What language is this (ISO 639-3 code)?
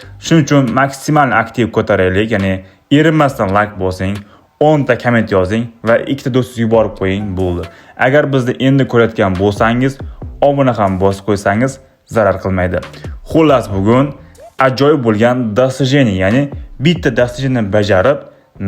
uzb